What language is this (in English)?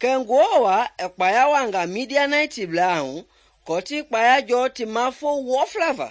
Mende